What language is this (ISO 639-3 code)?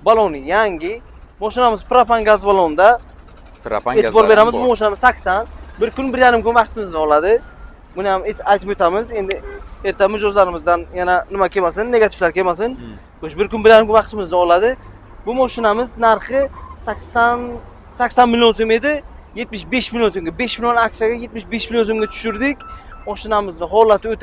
uzb